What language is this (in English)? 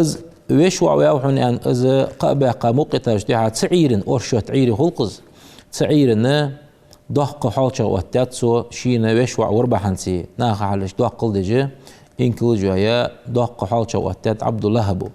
Ingush